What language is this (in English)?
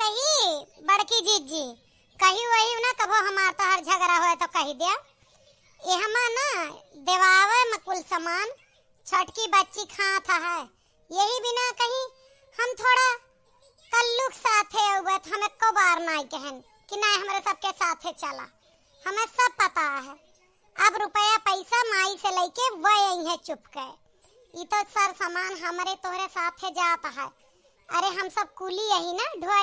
Awadhi